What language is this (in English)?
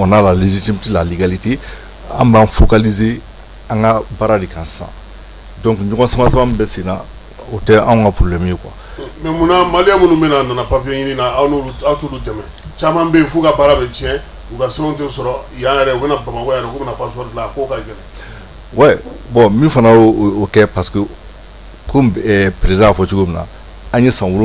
Bambara